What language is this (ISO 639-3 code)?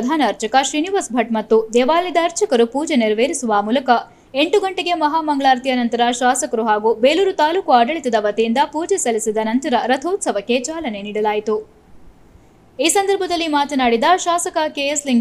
kan